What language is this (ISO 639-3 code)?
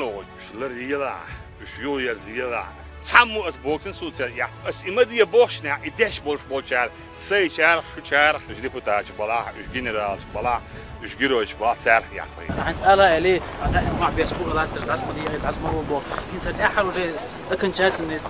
che